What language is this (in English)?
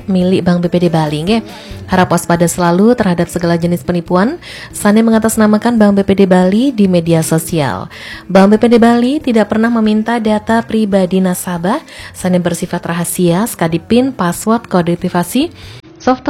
Balinese